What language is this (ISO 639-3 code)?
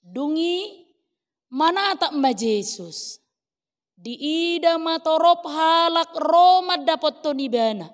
bbc